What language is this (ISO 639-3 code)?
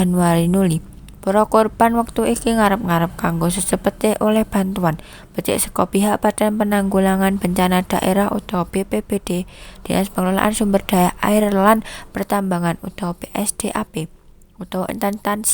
jav